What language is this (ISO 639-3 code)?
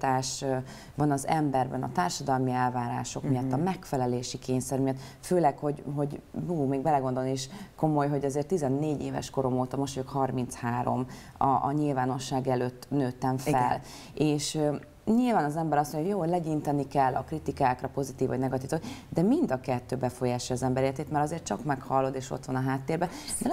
hun